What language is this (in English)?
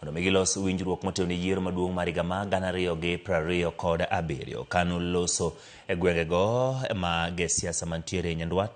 Luo (Kenya and Tanzania)